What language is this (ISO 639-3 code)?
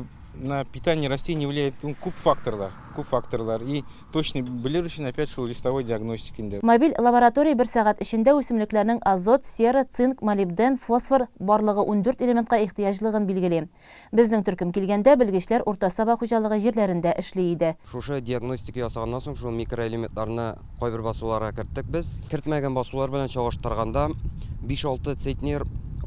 tat